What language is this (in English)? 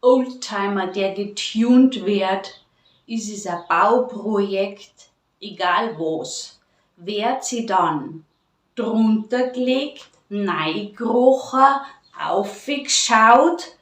Bavarian